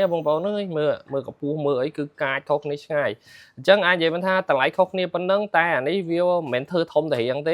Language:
Khmer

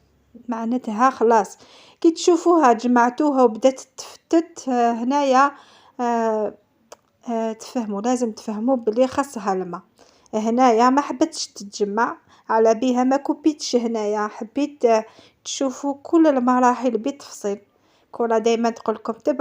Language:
Algerian Arabic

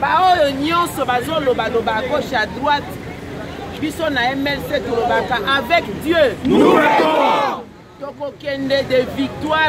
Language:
Lingala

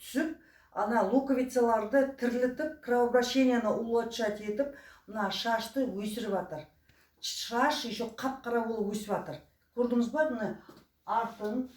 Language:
Kazakh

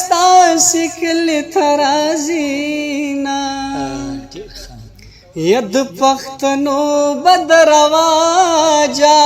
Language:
Pashto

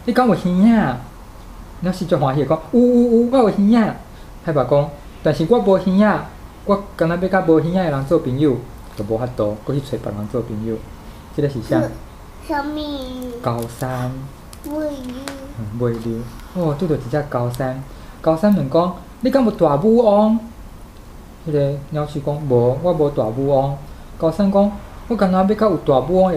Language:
Min Nan Chinese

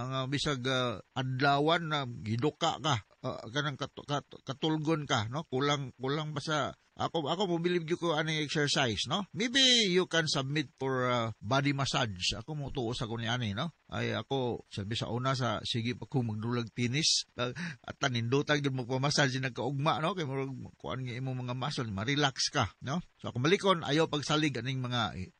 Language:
Cebuano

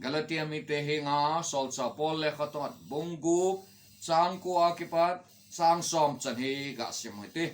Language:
Thado Chin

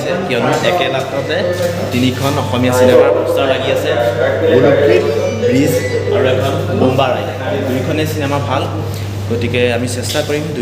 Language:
Assamese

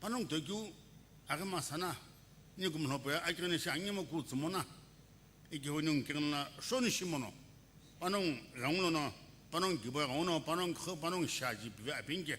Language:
Sumi Naga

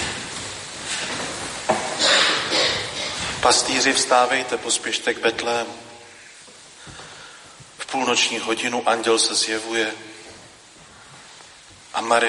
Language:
Czech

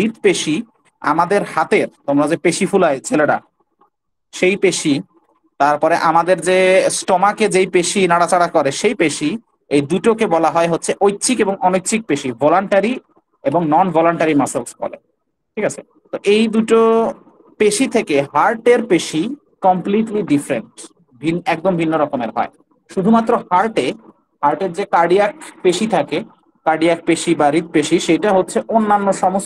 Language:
Bangla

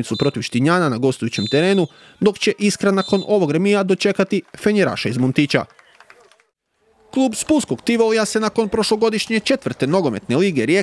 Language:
Croatian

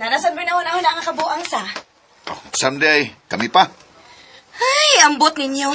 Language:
Cebuano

